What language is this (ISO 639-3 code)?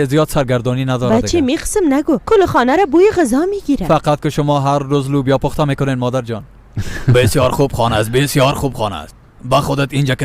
fas